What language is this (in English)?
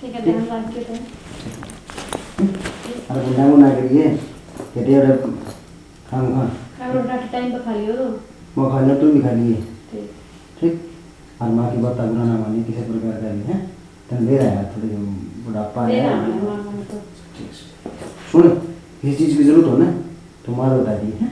Haryanvi